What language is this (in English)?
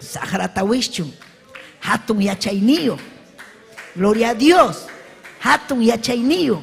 Ayacucho Quechua